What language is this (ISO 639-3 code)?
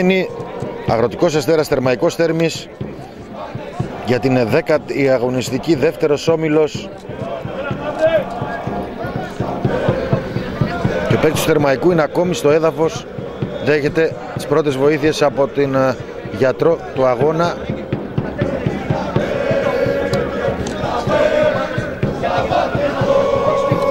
ell